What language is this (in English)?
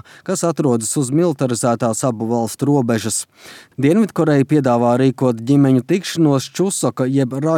Latvian